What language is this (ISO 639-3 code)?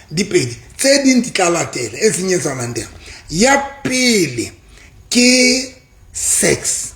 sot